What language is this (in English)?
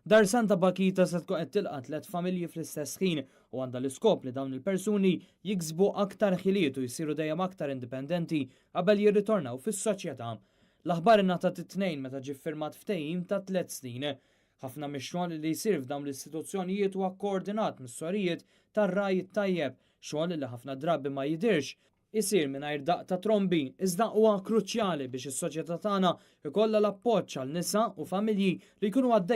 Maltese